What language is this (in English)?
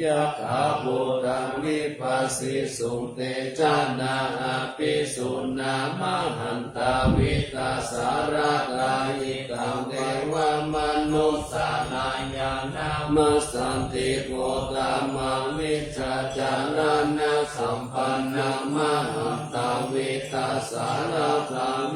Pali